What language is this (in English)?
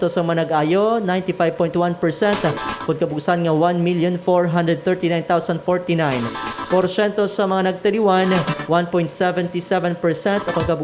Hiligaynon